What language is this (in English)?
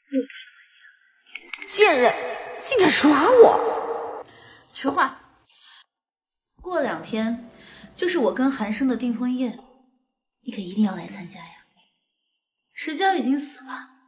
Chinese